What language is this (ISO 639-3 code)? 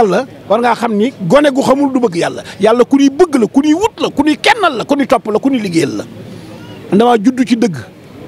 wol